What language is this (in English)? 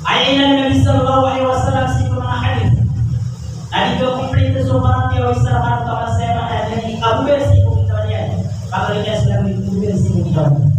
Maranao